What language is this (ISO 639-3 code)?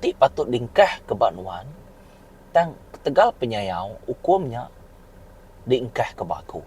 iba